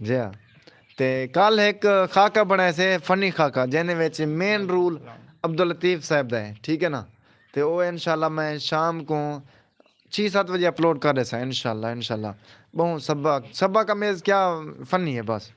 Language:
Saraiki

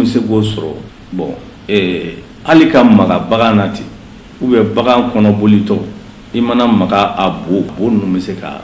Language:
Bambara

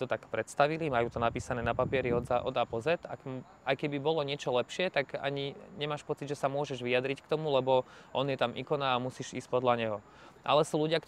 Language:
Slovak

